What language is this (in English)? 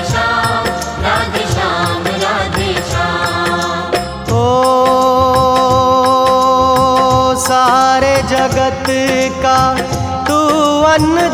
Hindi